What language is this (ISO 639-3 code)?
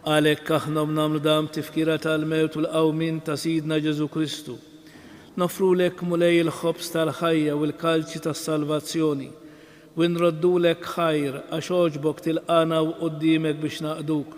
mlt